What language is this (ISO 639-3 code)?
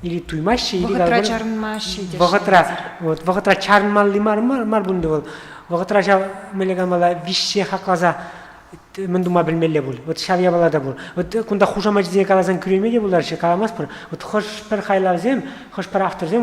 chv